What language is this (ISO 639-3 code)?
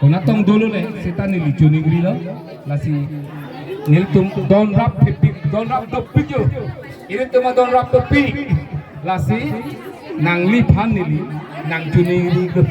mjw